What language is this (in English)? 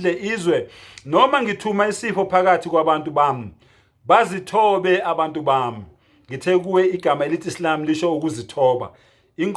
Zulu